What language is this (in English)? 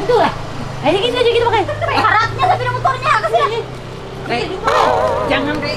Banjar